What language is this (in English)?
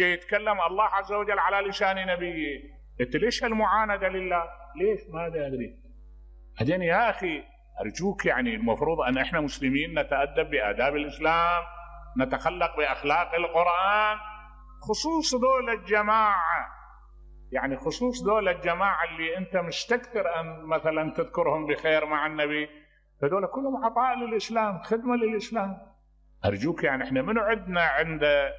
Mesopotamian Arabic